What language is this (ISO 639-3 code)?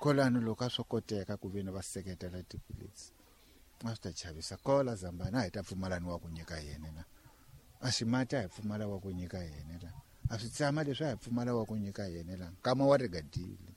tso